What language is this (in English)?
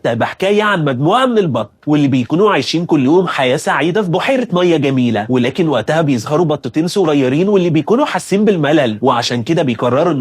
Egyptian Arabic